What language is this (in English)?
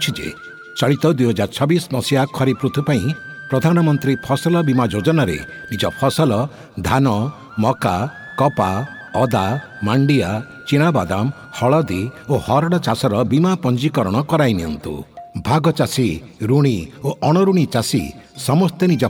Odia